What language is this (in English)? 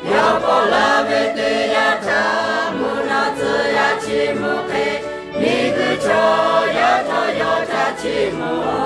Lahu